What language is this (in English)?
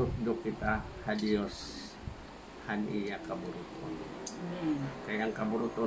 Waray